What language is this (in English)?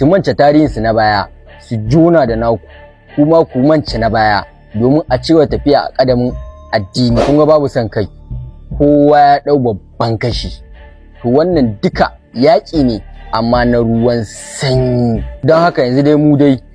Hausa